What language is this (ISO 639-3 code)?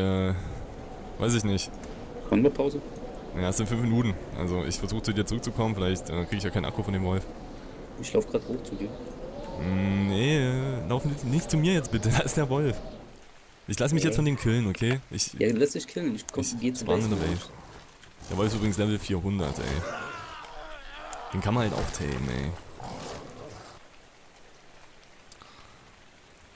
deu